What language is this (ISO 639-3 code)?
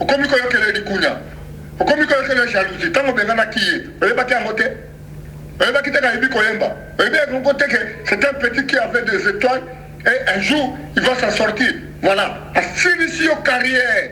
lin